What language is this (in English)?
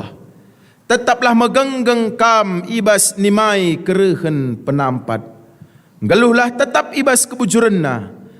Batak Karo